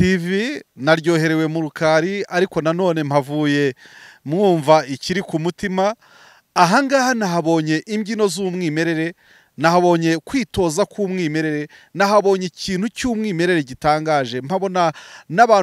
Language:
Kinyarwanda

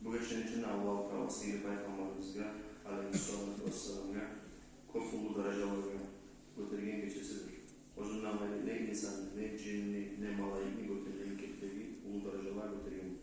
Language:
Kumyk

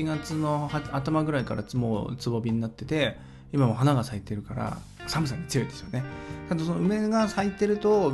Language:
Japanese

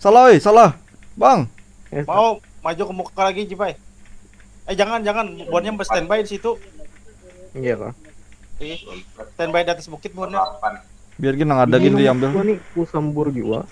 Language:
Banjar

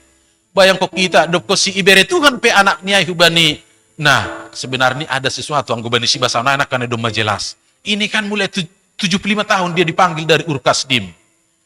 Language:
Batak Simalungun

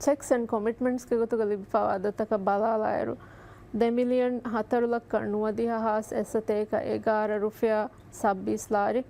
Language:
Divehi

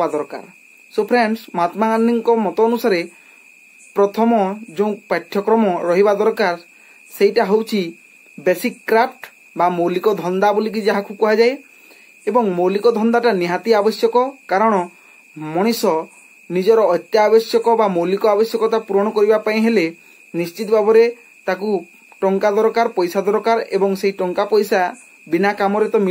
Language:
Odia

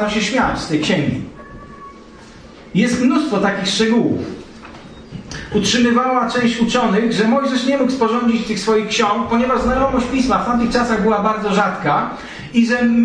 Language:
Polish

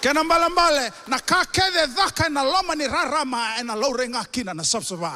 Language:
Fijian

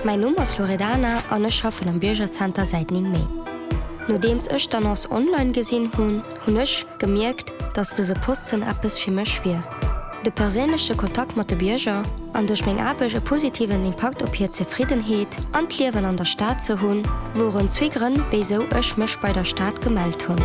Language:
Luxembourgish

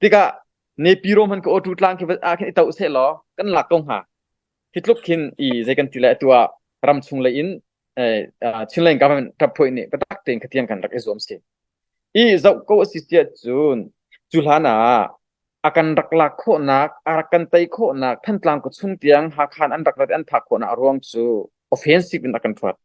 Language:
Hakha Chin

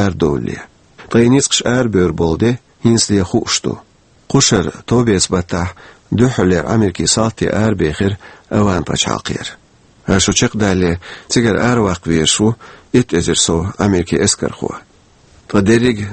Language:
Chechen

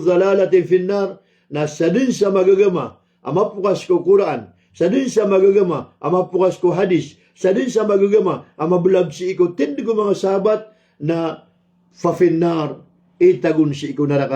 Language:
Maranao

